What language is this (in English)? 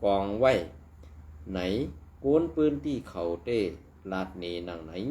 Shan